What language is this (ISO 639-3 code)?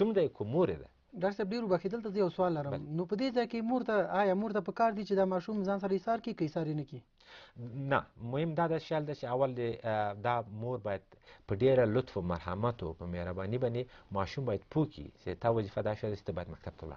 pus